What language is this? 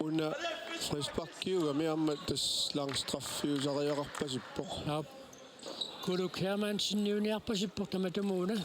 Kalaallisut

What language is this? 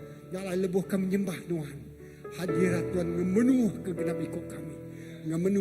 Iban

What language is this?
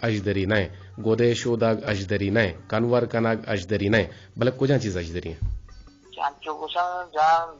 Eastern Balochi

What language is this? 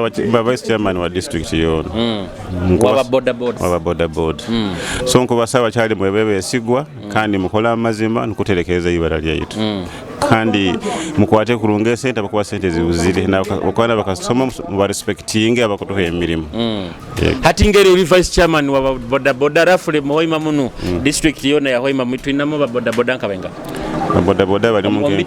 Nyoro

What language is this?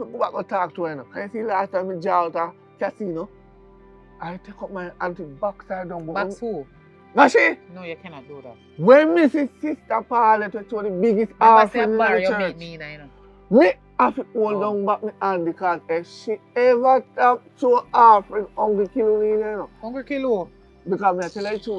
Jamaican Creole English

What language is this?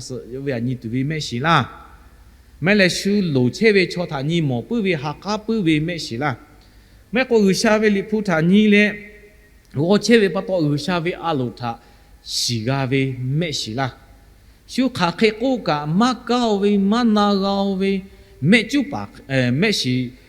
Lahu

